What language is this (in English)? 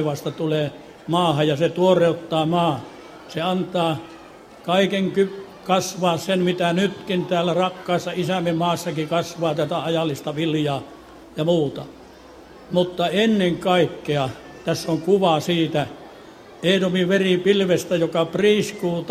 Finnish